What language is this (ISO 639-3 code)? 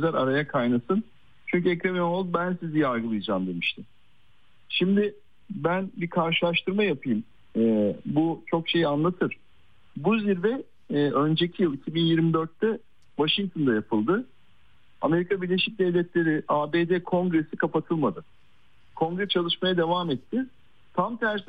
tur